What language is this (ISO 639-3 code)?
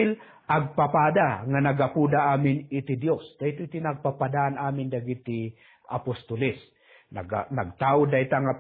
ilo